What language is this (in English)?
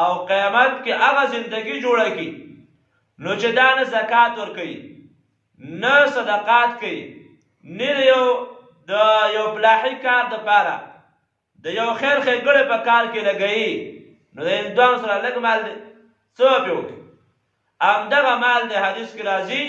Pashto